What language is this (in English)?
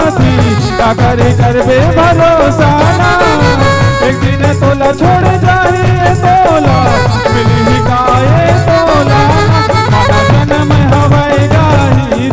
Chhattisgarhi